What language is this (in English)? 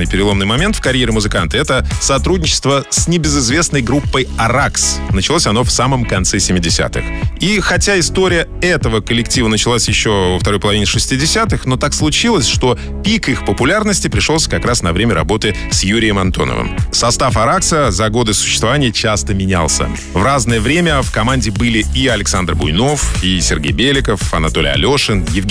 Russian